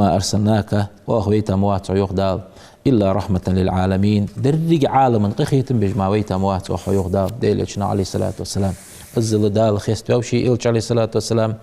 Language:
Ingush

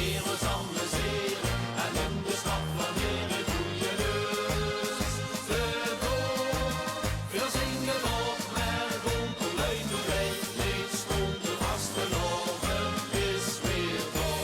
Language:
Limburgish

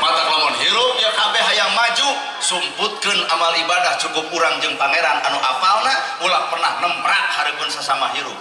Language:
Sundanese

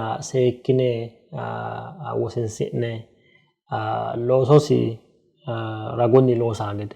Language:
Sidamo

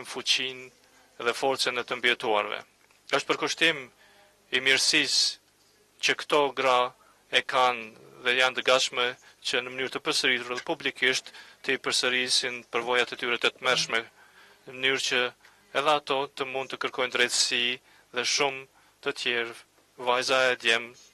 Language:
Albanian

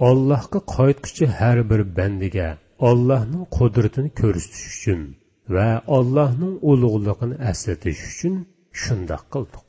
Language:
Uyghur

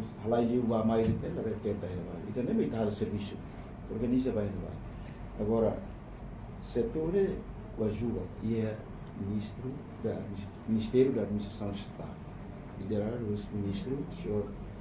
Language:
Tetum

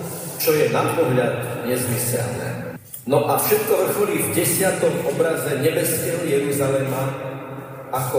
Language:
Slovak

